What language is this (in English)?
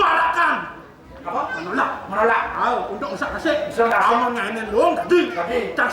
Balinese